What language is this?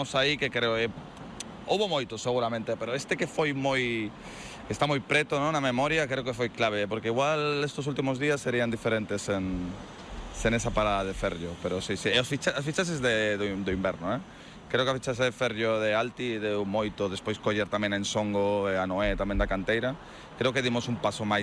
Galician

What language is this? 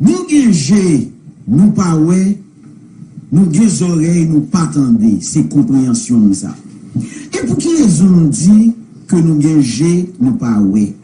Haitian Creole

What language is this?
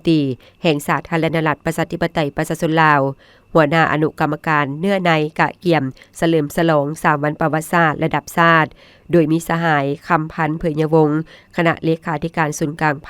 Lao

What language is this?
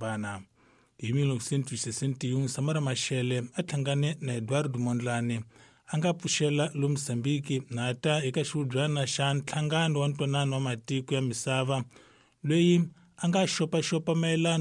Tsonga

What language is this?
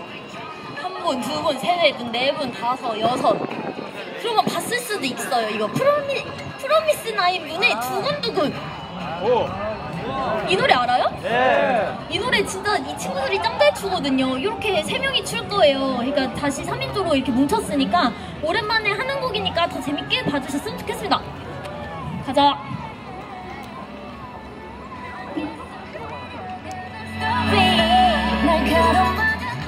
Korean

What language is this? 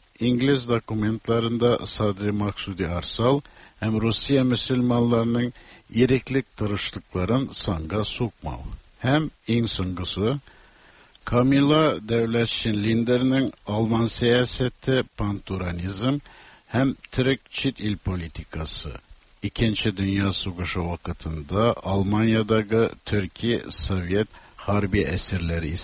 Tatar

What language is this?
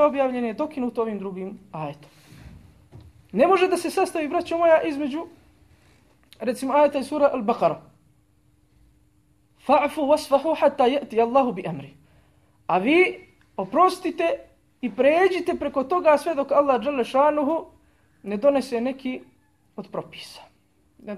Bosnian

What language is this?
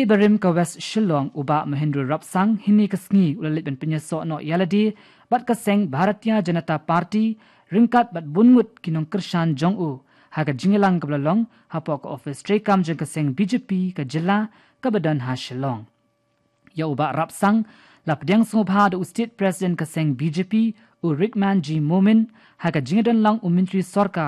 Khasi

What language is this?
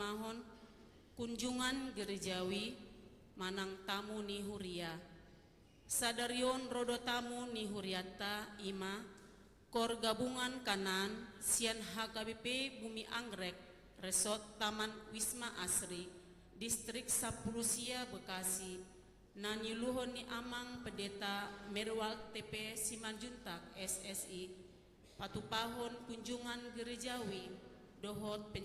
Batak Toba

